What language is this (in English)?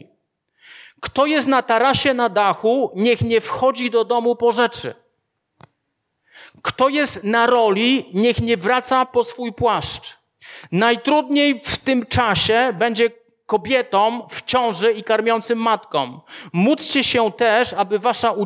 Polish